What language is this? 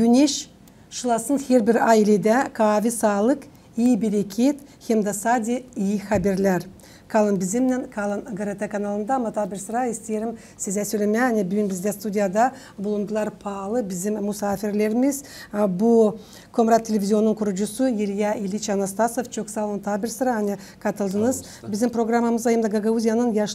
Gagauz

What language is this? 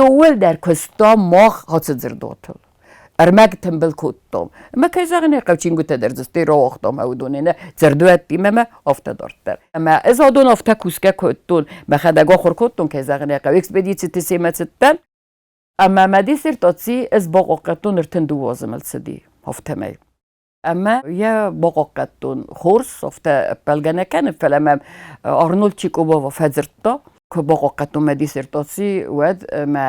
Ossetic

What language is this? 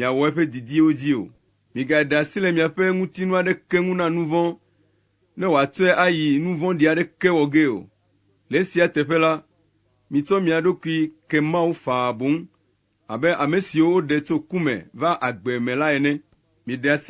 Ewe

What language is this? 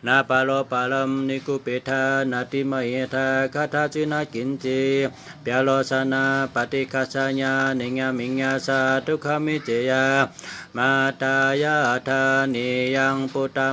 Shan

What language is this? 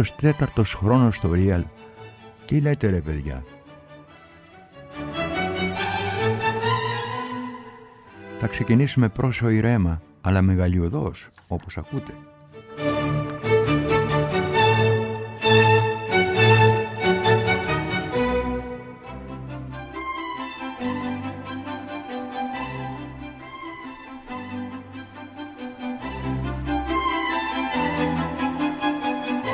Greek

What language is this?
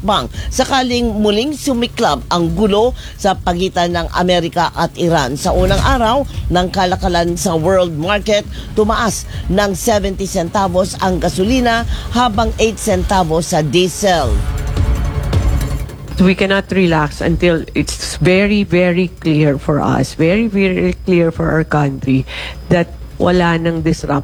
Filipino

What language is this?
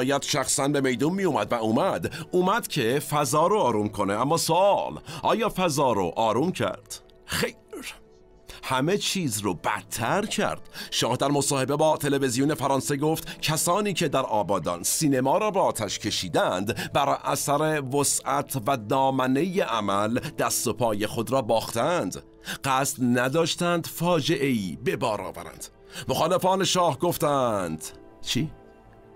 Persian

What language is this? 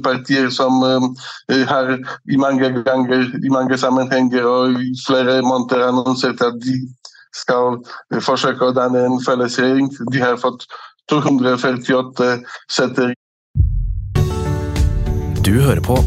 Norwegian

